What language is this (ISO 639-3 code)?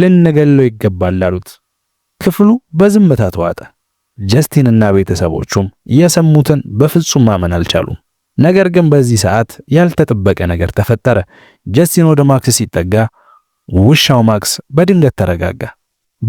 amh